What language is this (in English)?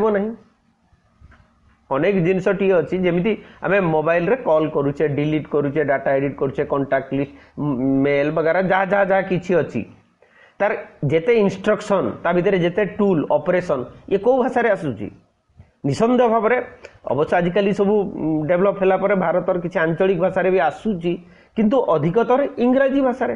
Odia